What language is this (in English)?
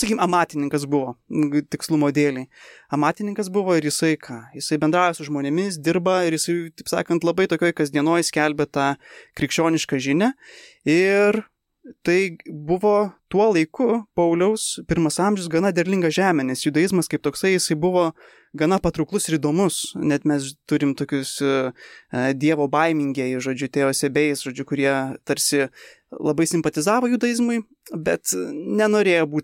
Lithuanian